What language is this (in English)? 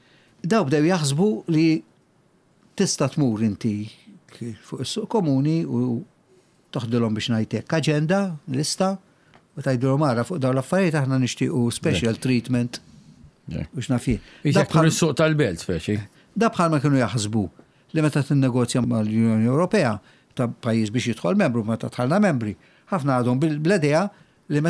Maltese